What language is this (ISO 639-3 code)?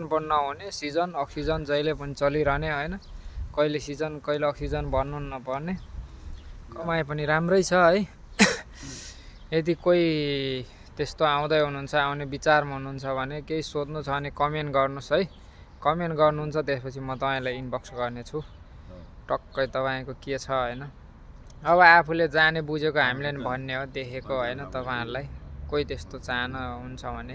nep